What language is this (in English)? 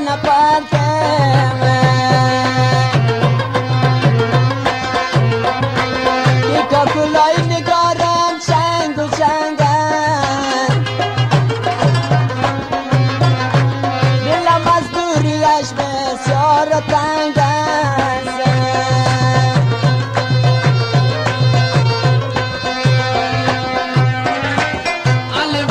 Persian